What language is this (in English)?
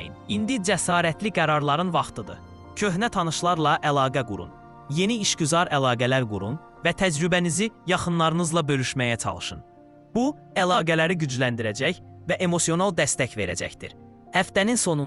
Azerbaijani